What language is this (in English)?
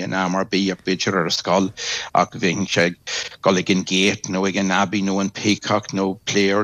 Irish